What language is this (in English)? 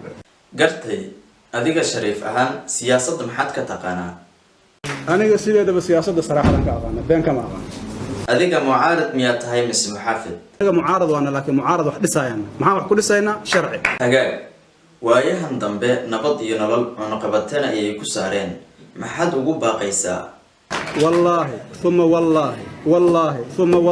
Somali